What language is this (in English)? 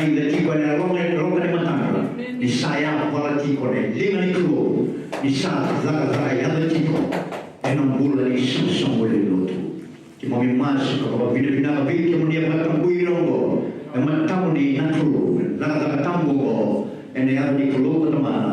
Fijian